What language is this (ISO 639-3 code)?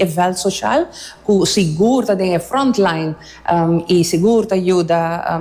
pap